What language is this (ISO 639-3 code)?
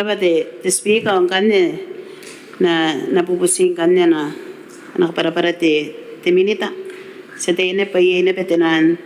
gil